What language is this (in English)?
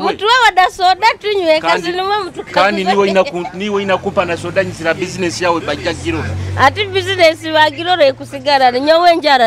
Nyoro